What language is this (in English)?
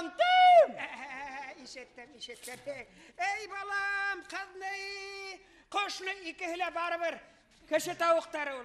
Bashkir